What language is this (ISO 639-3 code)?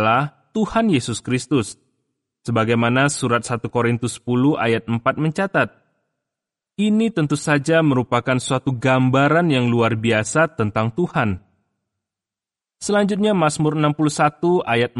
ind